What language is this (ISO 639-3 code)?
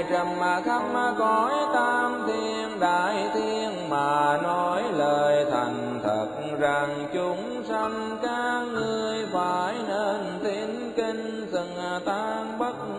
vie